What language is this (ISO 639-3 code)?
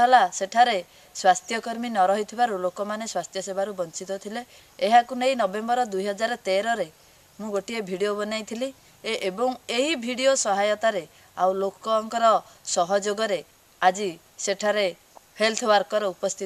ori